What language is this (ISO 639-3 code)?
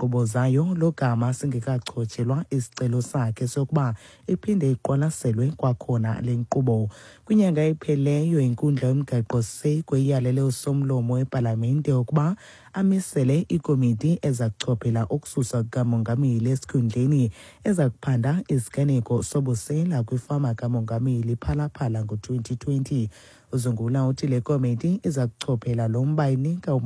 xho